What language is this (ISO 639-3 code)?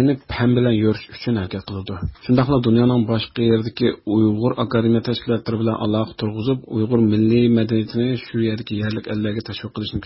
uig